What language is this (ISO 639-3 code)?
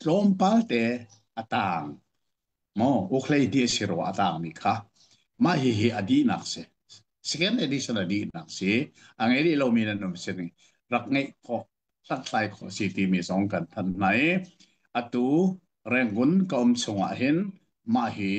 cnh